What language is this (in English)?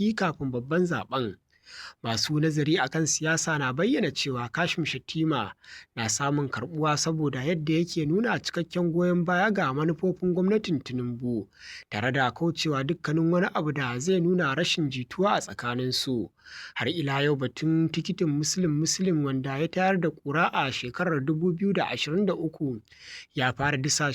Hausa